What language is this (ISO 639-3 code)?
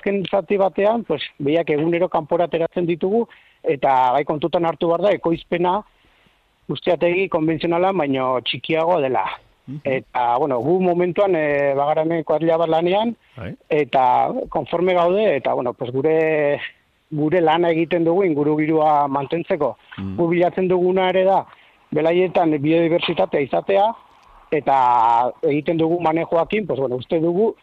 eus